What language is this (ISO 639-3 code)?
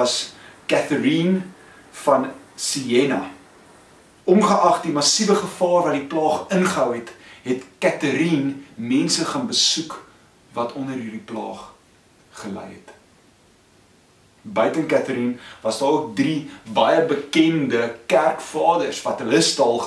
afr